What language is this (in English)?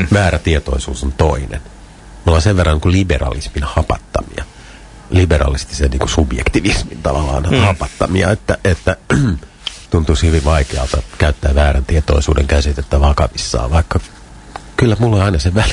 Finnish